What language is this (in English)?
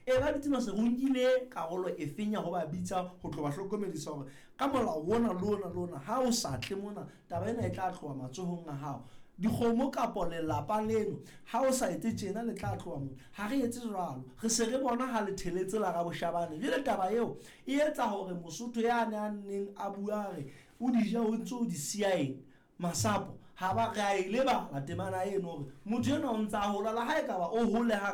Southern Sotho